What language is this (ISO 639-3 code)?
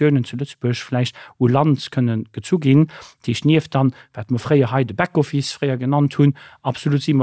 ltz